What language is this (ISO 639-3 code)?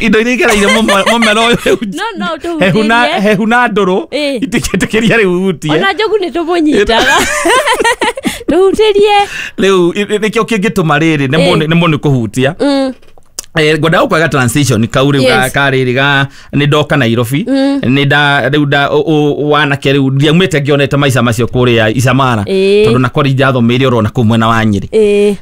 kik